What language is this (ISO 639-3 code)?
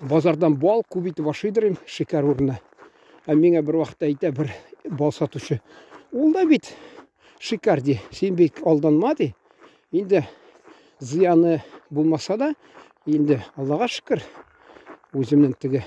tat